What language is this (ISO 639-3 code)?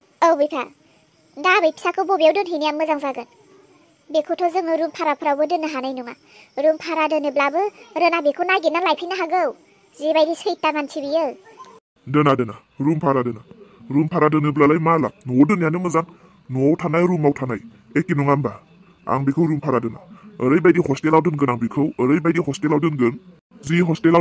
brx